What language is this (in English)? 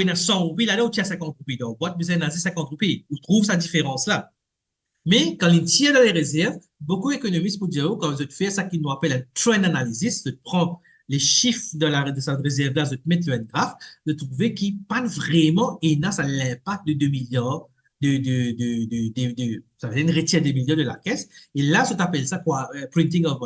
Morisyen